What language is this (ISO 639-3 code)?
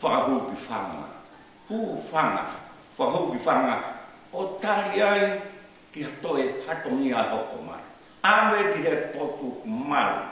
ton